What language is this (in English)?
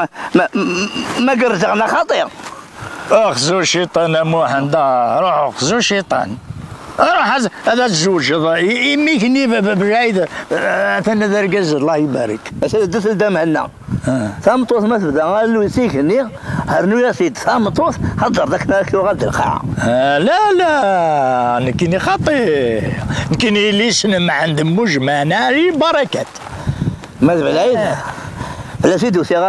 Kabyle